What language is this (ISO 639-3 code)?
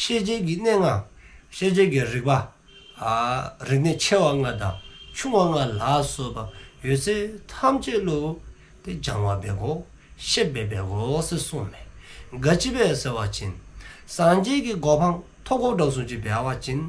dzo